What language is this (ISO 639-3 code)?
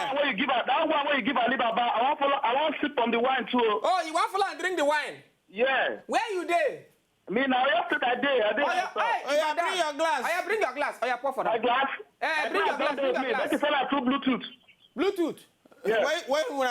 pcm